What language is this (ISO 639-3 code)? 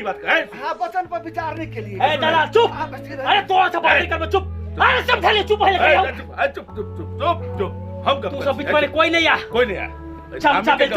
mai